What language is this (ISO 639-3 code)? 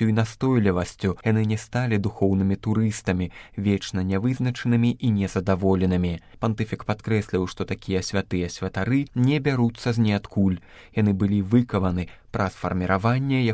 bel